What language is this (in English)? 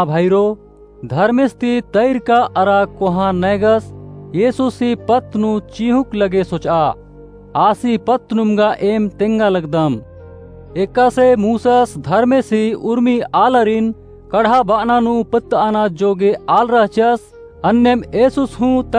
Kurukh